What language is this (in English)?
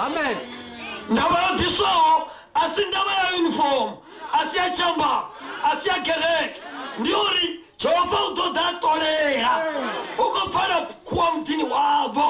Venda